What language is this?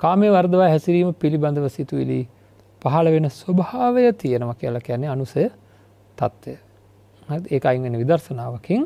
Sinhala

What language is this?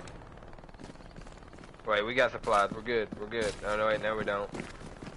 English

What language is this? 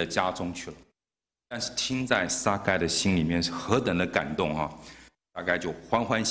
Chinese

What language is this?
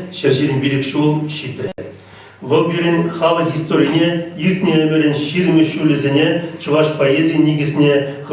Chuvash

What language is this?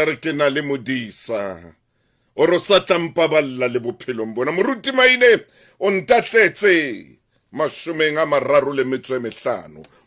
Southern Sotho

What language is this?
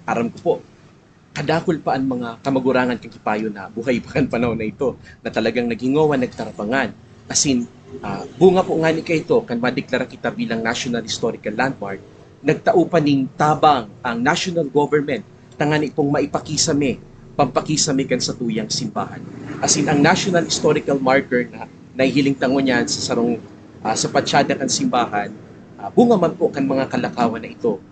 Bikol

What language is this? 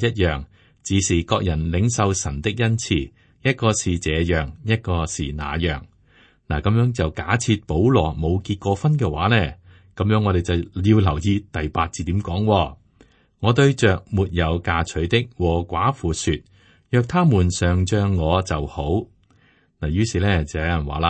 Cantonese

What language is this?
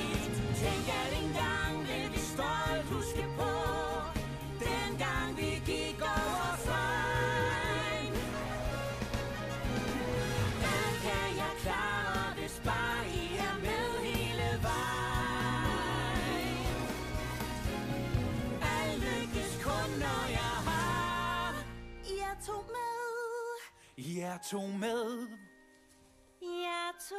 Danish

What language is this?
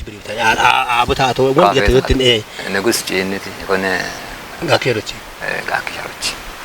Kafa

